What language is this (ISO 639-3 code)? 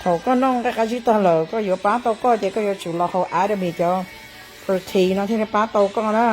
hmn